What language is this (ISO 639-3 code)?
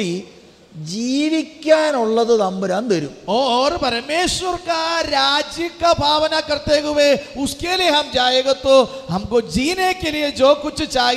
mal